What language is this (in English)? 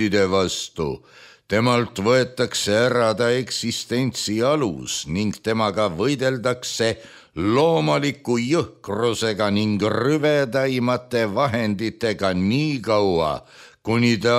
Estonian